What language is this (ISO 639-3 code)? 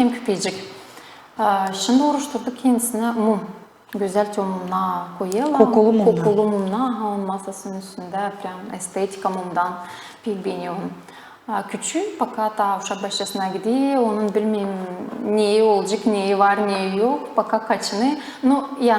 gag